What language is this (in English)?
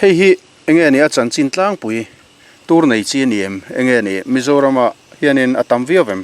Mizo